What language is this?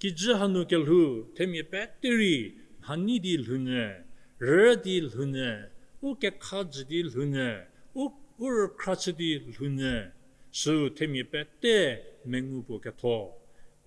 Angami Naga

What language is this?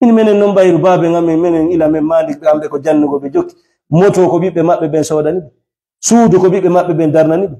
Fula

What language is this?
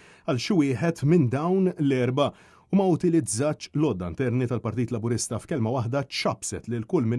Maltese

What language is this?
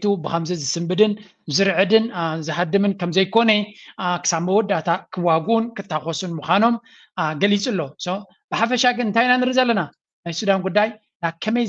Tigrinya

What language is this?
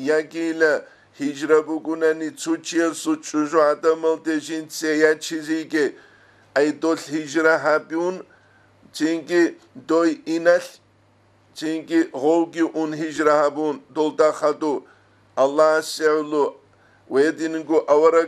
Avaric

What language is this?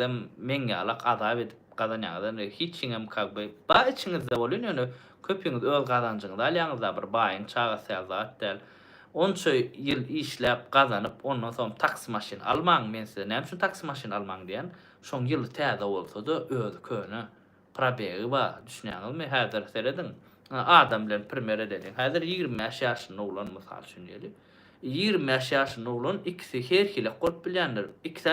Turkmen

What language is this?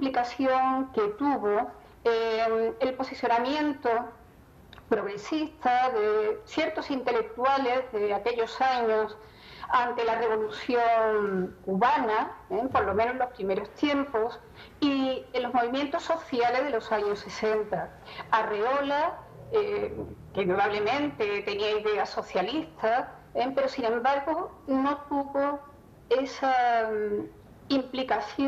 Spanish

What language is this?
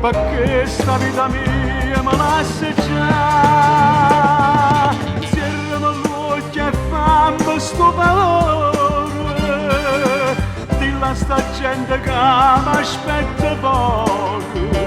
Neapolitan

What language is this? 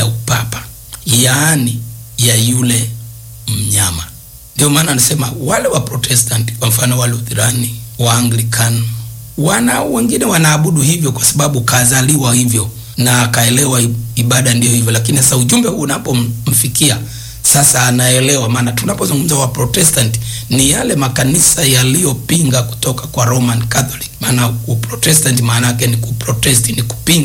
Swahili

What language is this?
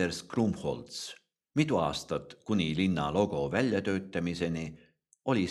Estonian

